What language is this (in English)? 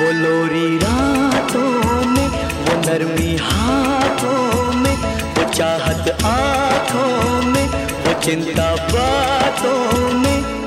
Hindi